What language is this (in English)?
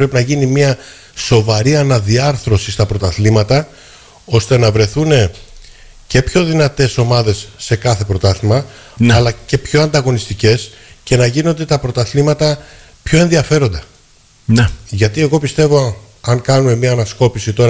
Greek